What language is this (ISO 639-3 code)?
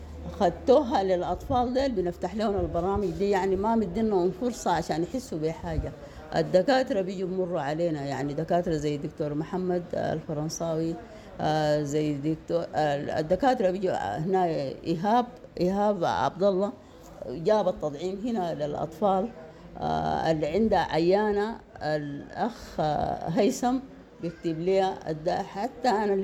apd